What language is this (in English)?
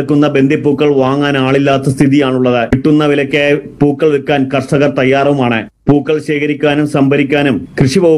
Malayalam